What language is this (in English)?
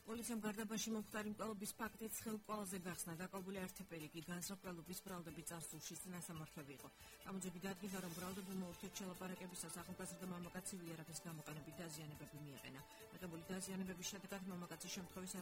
Georgian